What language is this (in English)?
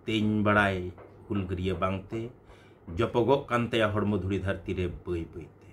Santali